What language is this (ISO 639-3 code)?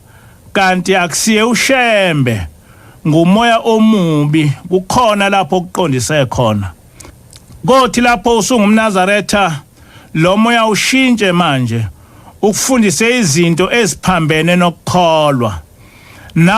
zul